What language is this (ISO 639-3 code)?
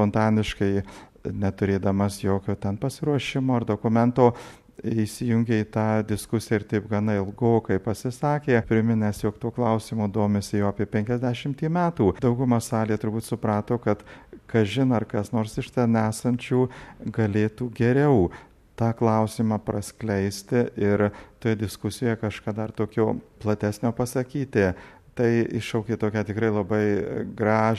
lit